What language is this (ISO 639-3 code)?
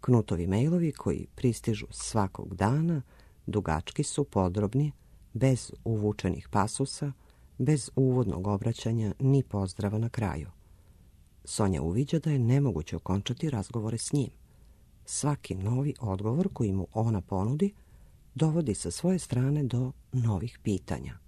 srp